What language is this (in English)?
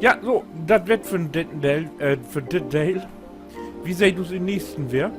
Low German